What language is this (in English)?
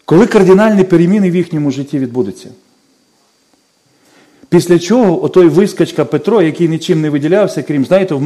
Ukrainian